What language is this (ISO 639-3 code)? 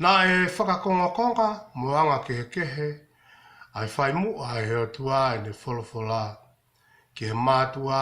ton